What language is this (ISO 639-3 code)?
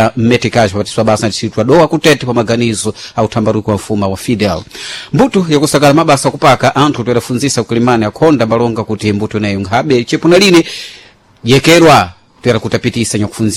seh